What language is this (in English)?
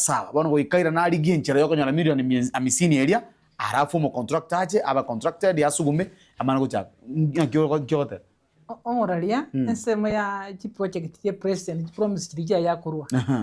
Gusii